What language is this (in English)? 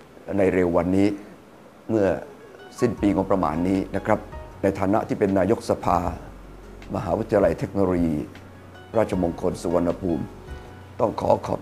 Thai